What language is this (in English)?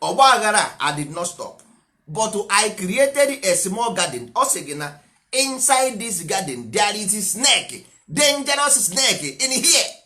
Igbo